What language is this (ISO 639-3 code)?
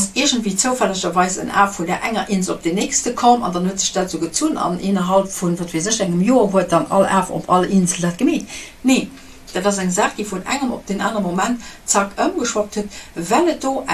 ltz